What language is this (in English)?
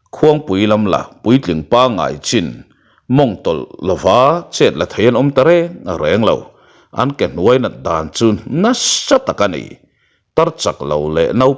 Mizo